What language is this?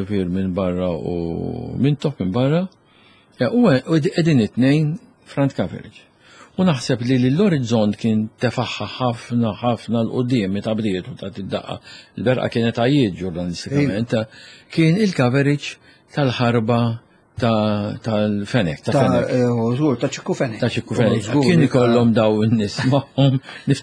Maltese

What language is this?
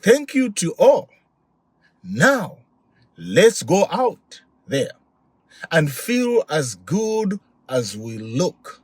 English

